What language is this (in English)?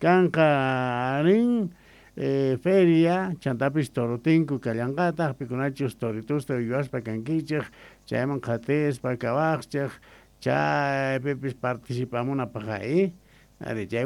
South Bolivian Quechua